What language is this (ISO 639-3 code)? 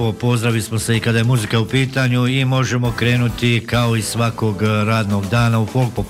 bos